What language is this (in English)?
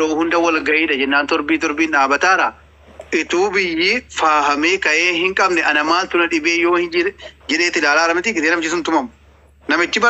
Oromo